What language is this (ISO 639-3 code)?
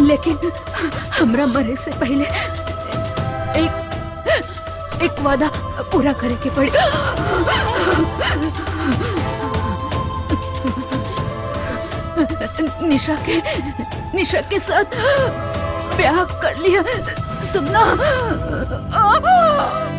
bho